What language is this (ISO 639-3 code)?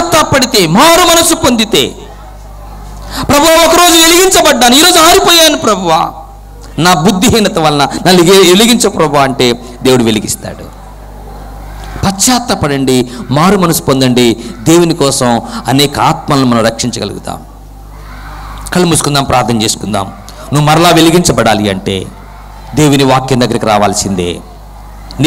tel